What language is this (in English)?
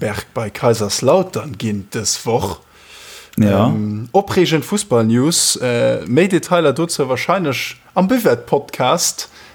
Luxembourgish